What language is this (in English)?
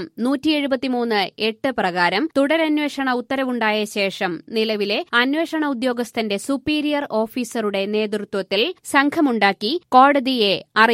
Malayalam